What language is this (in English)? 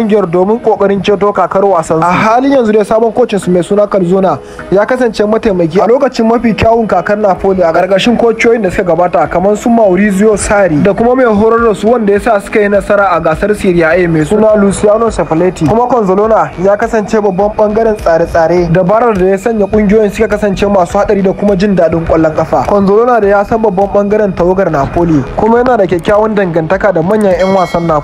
Hausa